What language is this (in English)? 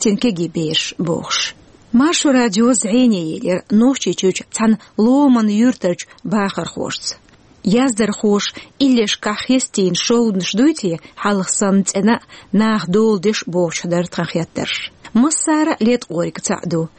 Chechen